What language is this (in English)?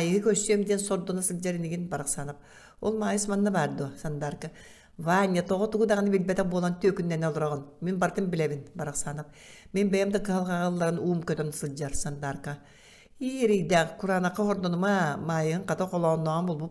Yakut